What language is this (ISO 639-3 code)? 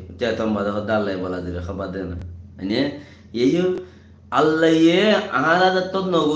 rhg